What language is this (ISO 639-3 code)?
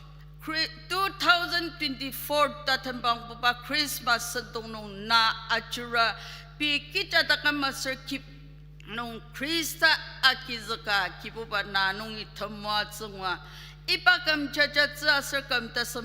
njo